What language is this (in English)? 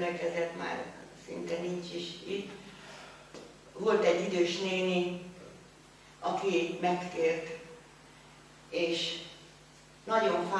Hungarian